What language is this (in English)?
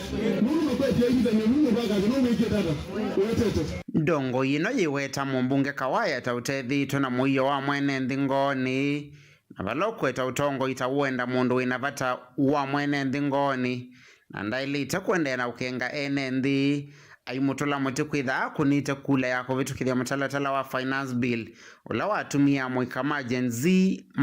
Kamba